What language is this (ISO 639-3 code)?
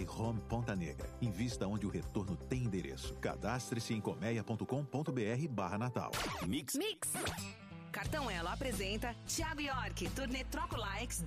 por